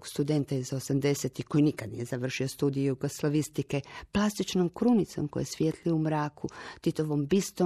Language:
Croatian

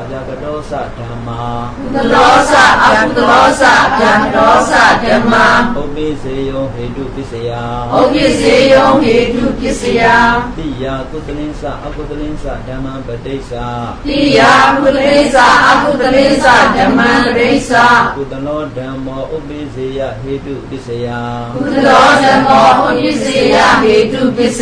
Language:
Burmese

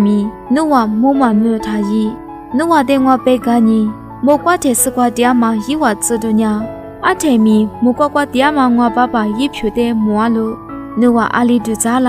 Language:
Lisu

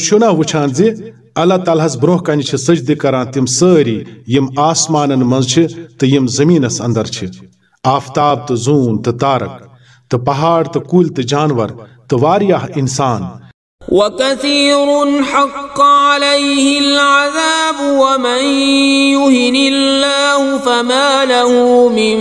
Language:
Kashmiri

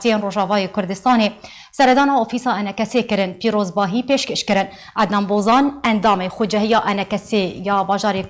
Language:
Kurdish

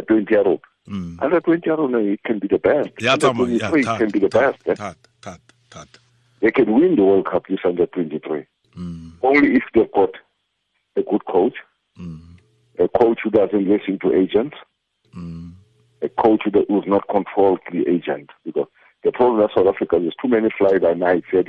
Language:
Tswana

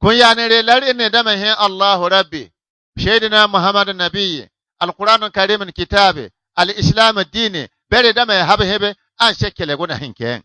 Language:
Bissa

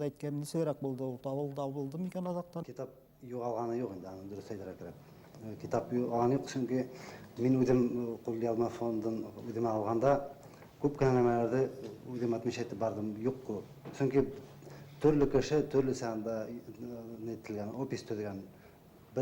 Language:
Bashkir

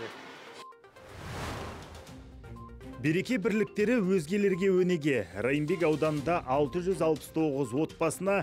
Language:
Kazakh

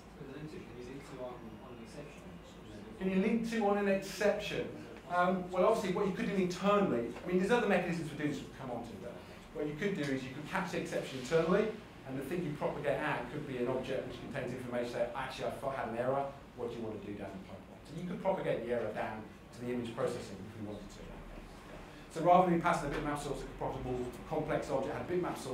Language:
English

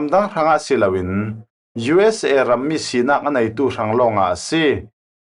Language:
Falam Chin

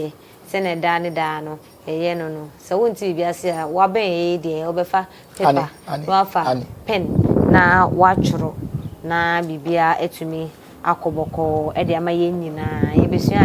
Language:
Akan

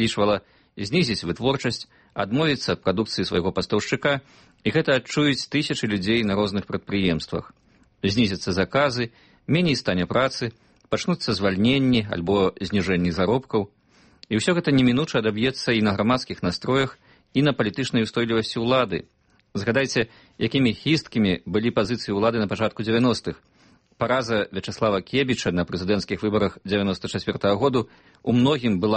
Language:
Belarusian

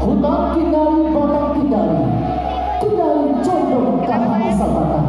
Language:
Minangkabau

